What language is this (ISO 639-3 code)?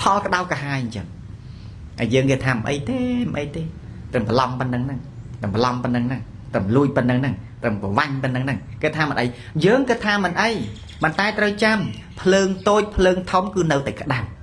khm